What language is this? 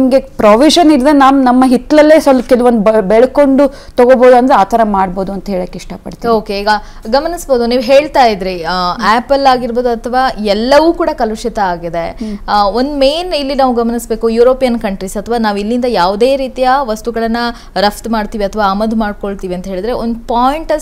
Kannada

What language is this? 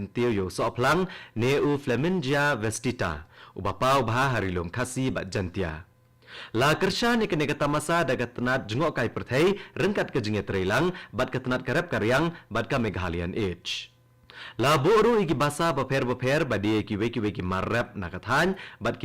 Khasi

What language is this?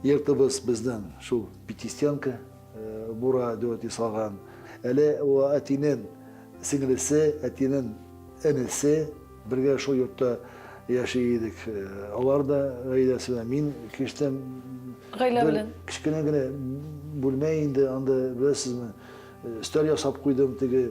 Tatar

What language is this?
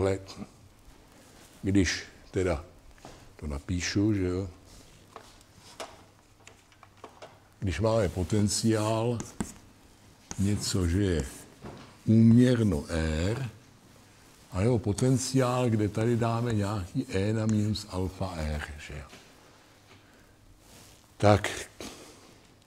Czech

